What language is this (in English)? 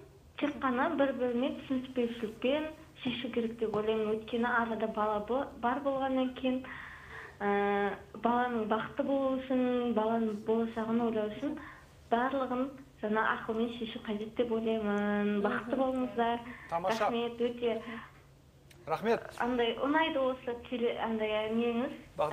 Kazakh